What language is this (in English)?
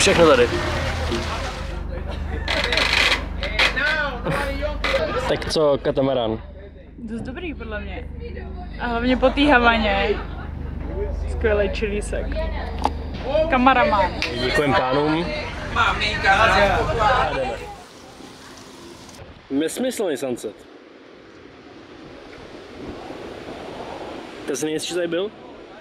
Czech